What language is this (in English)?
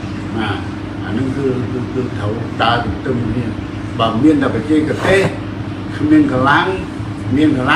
Khmer